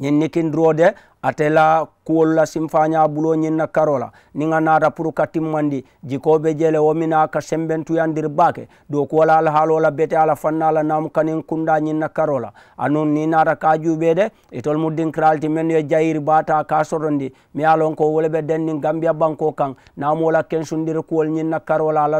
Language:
Mandingo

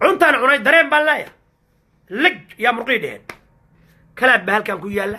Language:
Somali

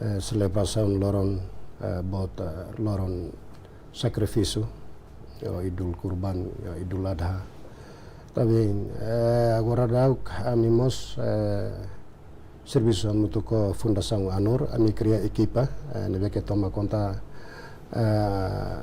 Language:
Tetum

